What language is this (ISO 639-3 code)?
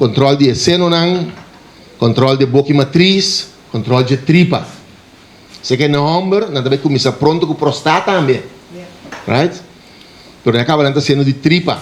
pap